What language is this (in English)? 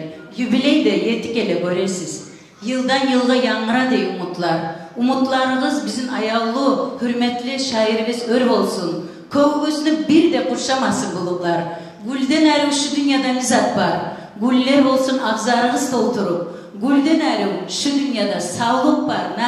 Kumyk